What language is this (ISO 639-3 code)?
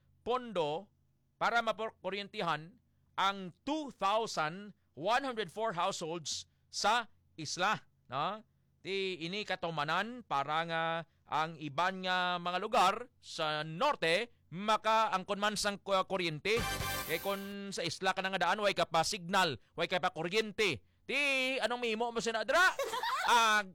hil